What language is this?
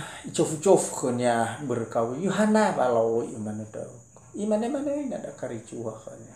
Nias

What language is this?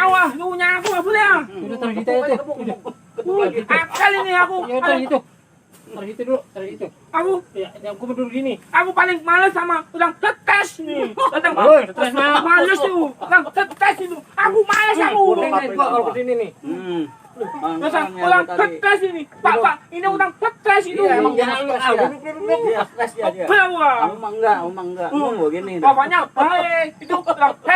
Betawi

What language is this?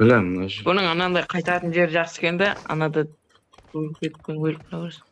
Kara-Kalpak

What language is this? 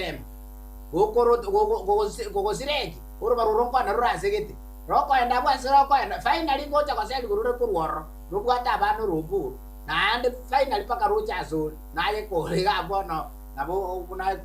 Gusii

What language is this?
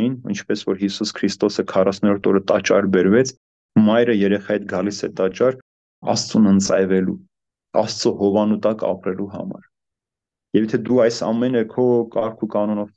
Armenian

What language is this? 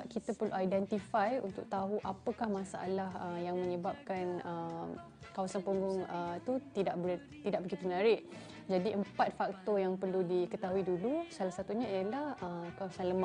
Malay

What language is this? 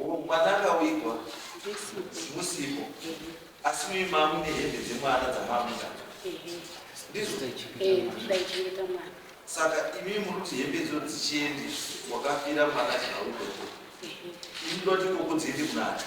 Shona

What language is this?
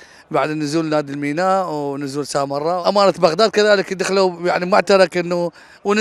Mesopotamian Arabic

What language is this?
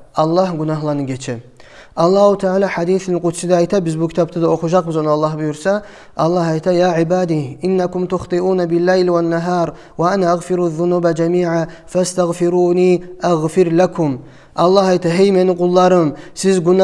Kumyk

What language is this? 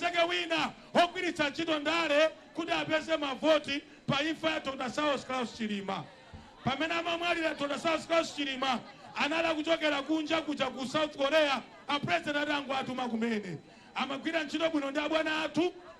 Nyanja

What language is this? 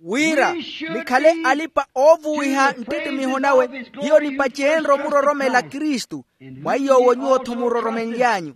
Makhuwa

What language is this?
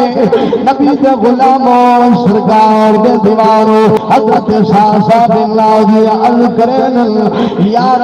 Saraiki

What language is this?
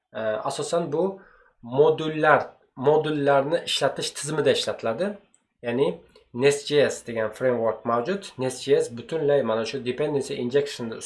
Uzbek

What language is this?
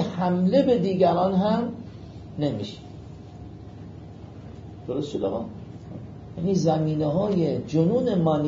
Persian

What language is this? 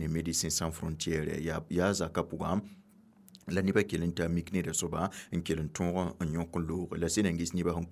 Mossi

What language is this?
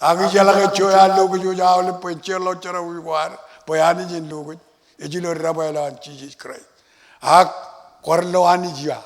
Marshallese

